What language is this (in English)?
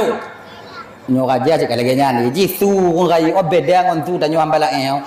Achinese